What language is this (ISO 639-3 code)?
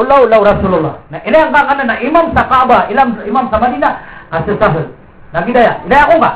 mrw